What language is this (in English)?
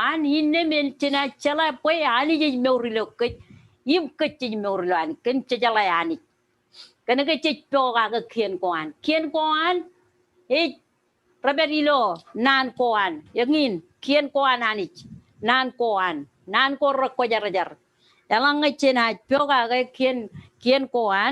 Marshallese